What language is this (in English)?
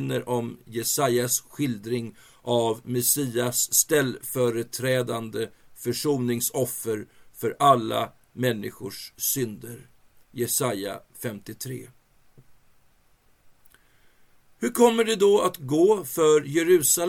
Swedish